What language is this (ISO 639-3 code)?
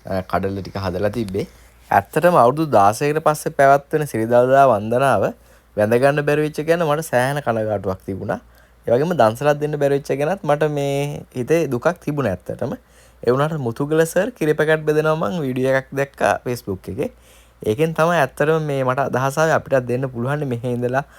sin